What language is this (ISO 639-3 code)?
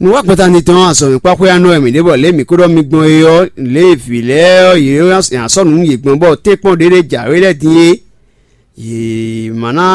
fon